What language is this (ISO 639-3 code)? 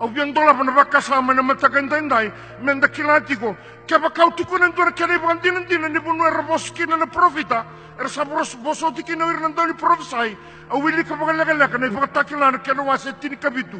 fij